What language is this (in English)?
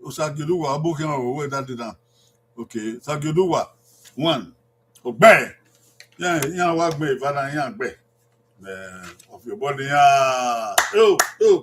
Bini